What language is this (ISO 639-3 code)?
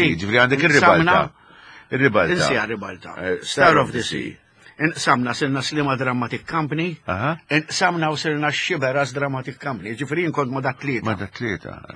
mlt